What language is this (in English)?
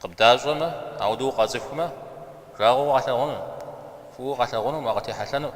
Kabardian